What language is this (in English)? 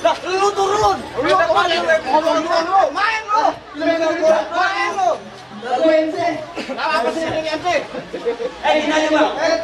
Betawi